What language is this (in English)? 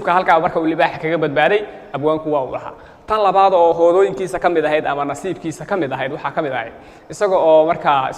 Somali